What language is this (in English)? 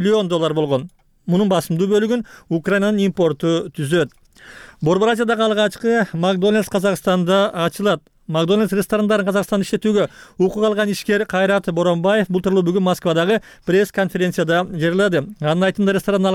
Kyrgyz